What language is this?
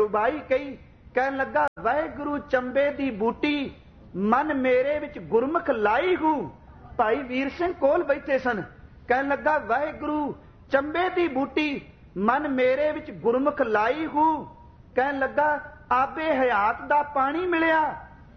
Punjabi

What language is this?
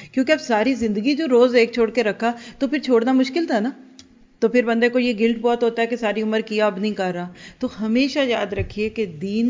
Urdu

